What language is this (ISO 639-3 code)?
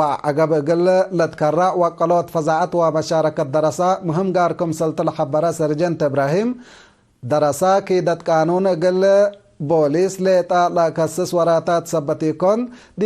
tig